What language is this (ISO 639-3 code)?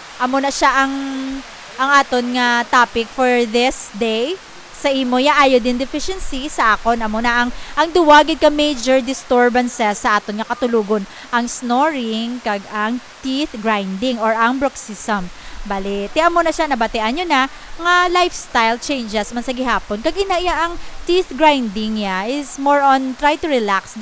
hil